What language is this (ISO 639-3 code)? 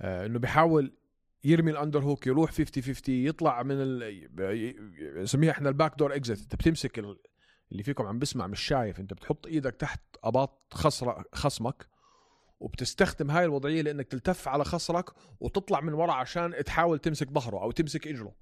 apc